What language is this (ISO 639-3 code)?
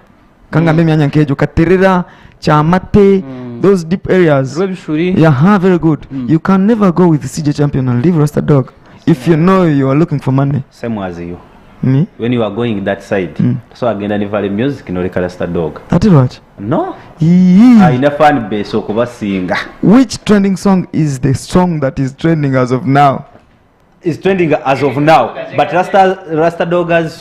nyn